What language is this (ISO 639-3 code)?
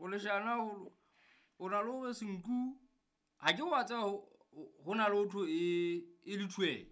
sot